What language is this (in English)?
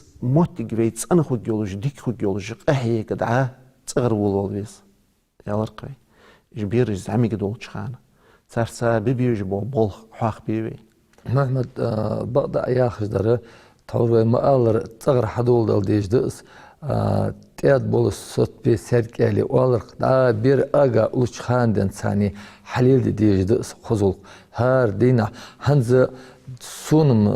Ingush